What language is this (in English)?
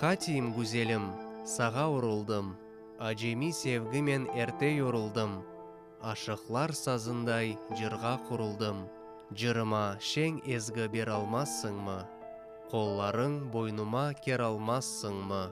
Crimean Tatar